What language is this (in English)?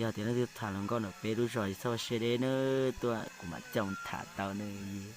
Hmong